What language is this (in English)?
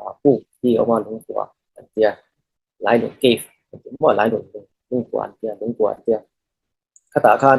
Falam Chin